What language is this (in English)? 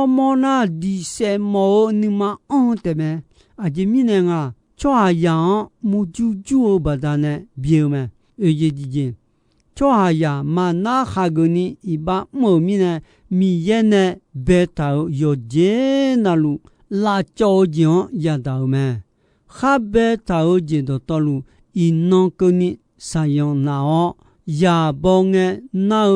Akha